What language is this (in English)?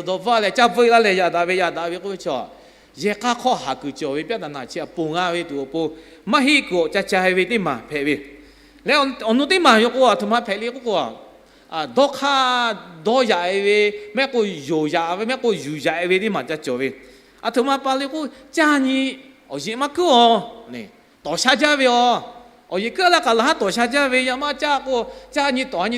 Lahu